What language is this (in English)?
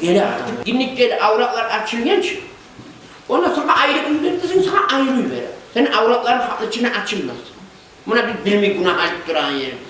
Kumyk